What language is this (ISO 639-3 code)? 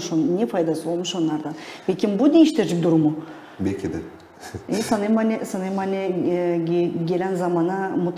gag